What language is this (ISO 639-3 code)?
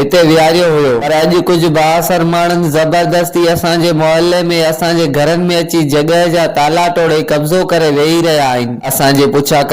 snd